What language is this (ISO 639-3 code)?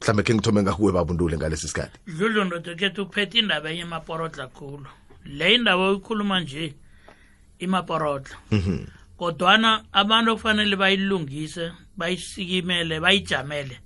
nbl